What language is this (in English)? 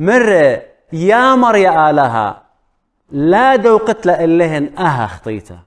Assyrian Neo-Aramaic